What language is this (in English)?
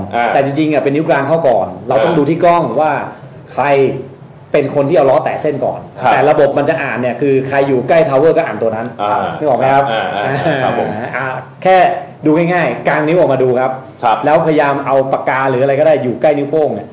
Thai